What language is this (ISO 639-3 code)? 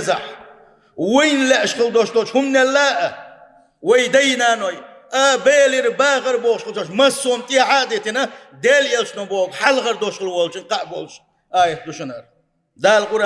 che